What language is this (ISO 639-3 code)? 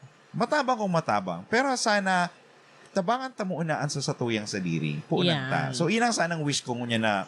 bik